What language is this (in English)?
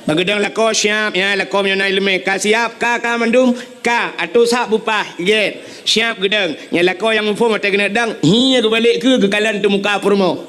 Achinese